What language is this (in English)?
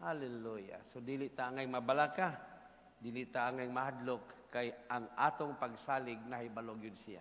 Cebuano